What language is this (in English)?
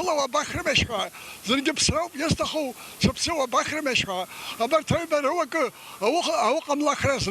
Abkhazian